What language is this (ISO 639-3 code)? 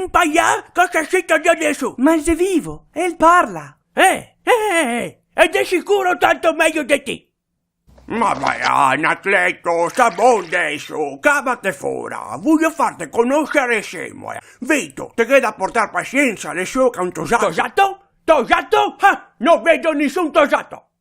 vec